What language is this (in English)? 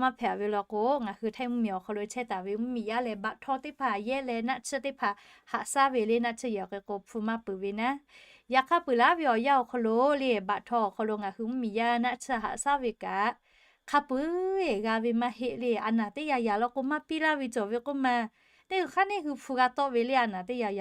Lahu